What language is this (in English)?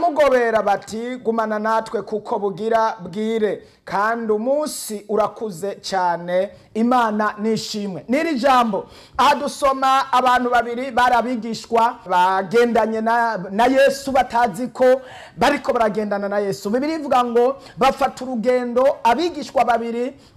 Rundi